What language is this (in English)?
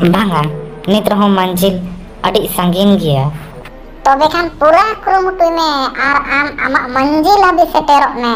Santali